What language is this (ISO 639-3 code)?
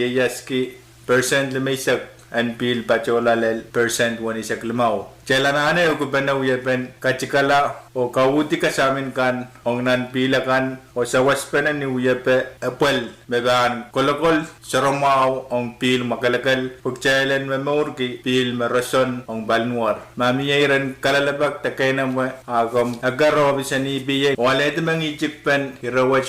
pon